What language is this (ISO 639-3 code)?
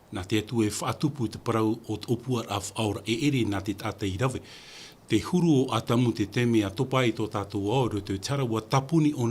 tah